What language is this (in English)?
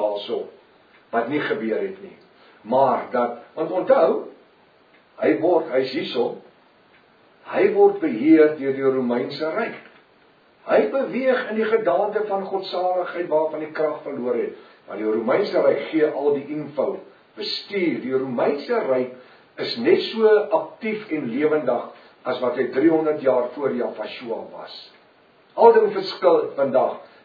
Afrikaans